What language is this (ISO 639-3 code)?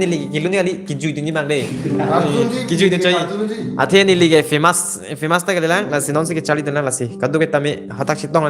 mjw